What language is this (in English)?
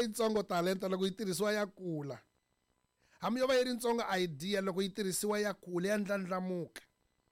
Tsonga